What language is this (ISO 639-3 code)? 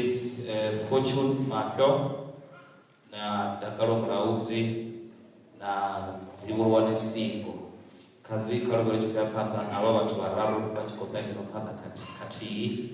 ven